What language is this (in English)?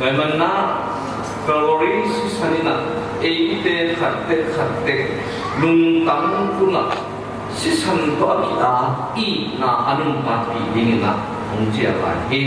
Tedim Chin